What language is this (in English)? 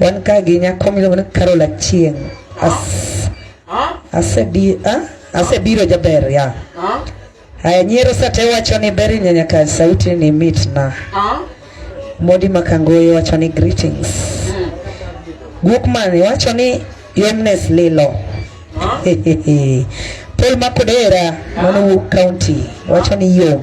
Luo (Kenya and Tanzania)